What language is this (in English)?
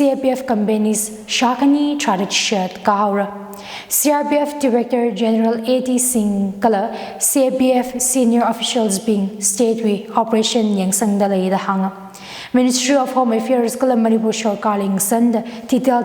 Tangkhul Naga (India)